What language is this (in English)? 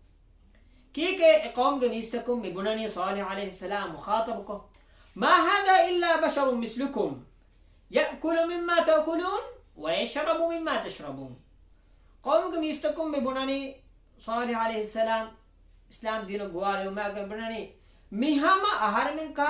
Divehi